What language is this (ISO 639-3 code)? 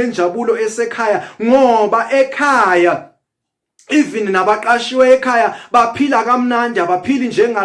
zul